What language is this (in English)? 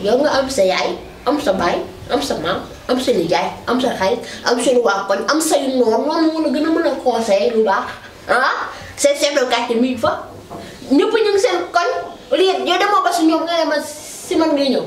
Wolof